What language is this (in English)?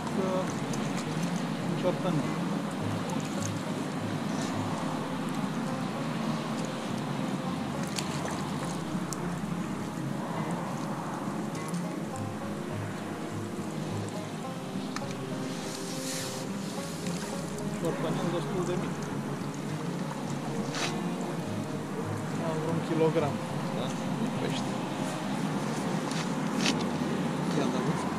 Romanian